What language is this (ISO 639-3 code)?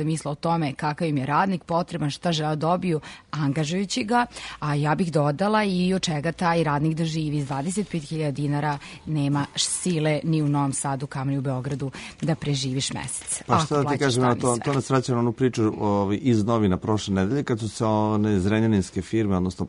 srp